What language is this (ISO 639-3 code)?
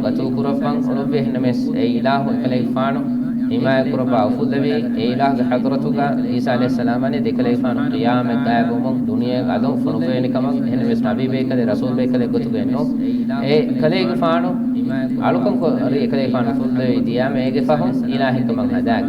div